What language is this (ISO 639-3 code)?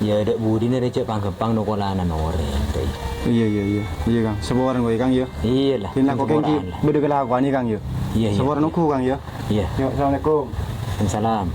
mad